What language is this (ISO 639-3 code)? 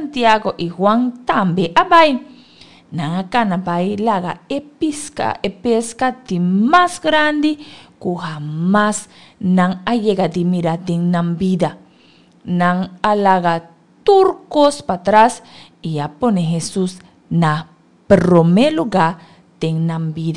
pap